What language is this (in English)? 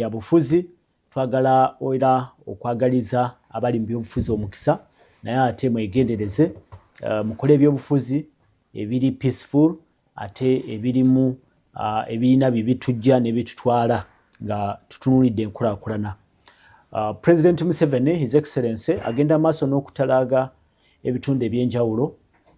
Ganda